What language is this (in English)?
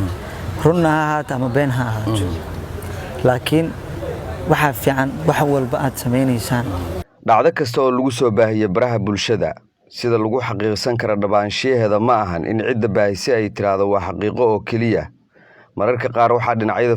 Somali